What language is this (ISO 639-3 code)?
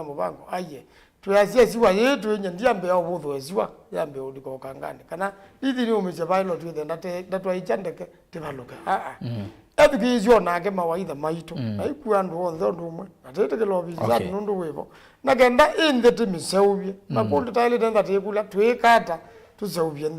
kam